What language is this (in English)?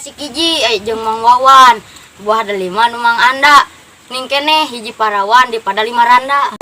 Sundanese